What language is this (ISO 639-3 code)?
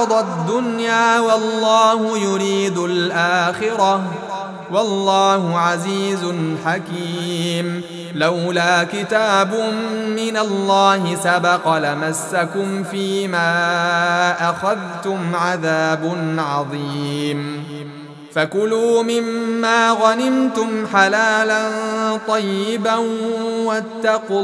ara